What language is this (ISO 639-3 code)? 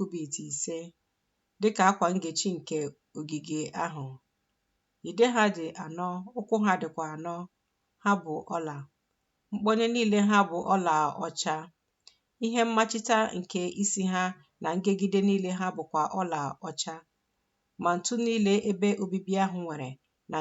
ibo